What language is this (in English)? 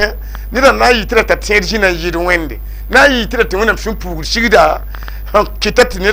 Mossi